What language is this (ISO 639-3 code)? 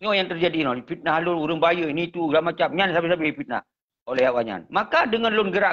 ace